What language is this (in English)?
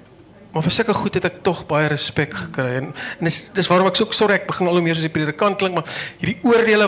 Afrikaans